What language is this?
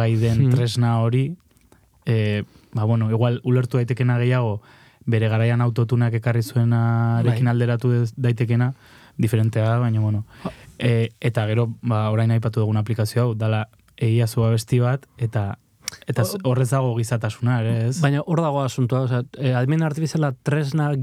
Basque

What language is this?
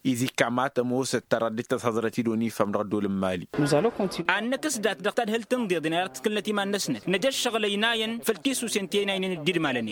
Tamasheq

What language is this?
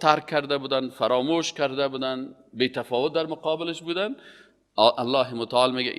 Persian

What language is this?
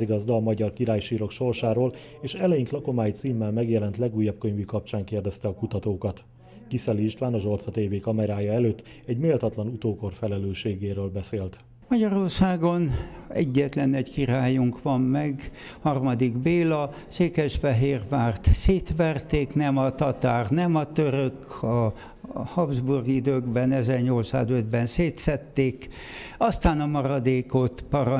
Hungarian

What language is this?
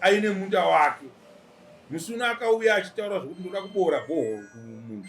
Shona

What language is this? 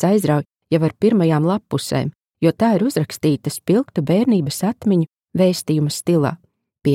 Latvian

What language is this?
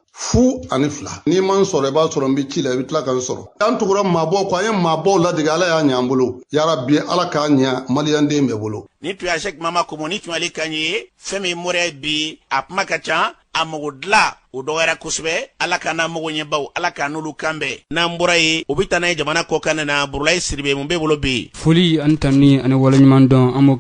Bambara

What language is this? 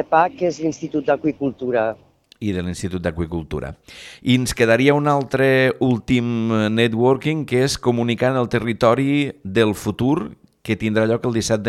Catalan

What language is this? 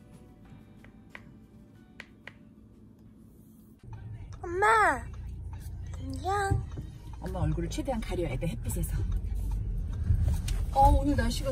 Korean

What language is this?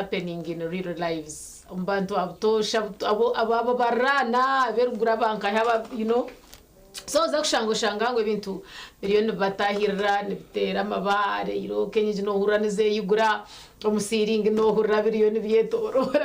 Nyankole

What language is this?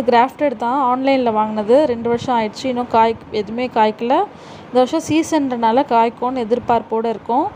Tamil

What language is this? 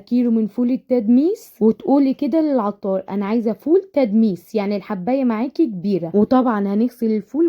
Egyptian Arabic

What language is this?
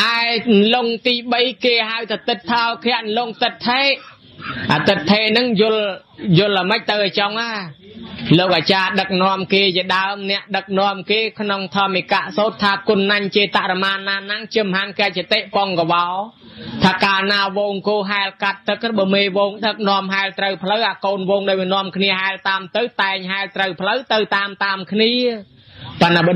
Khmer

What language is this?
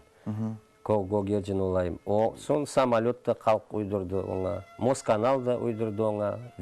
Crimean Tatar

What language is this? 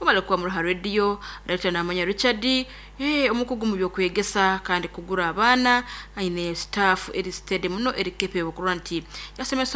Nyoro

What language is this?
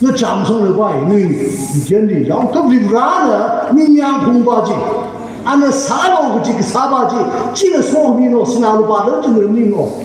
Tangkhul Naga (India)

